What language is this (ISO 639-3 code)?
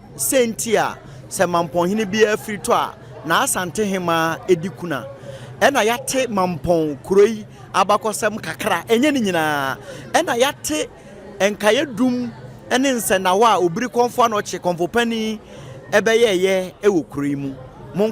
aka